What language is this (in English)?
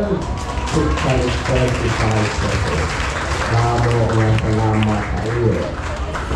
Waray